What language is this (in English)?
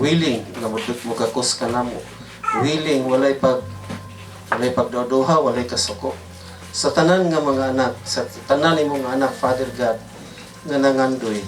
Cebuano